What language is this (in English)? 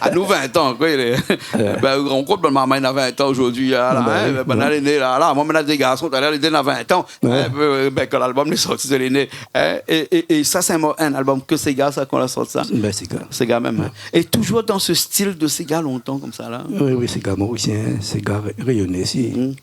Réunion Creole French